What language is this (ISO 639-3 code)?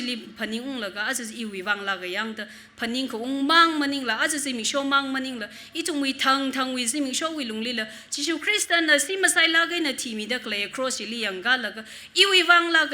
nmf